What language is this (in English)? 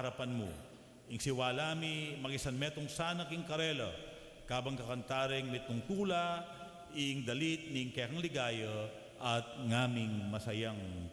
Pampanga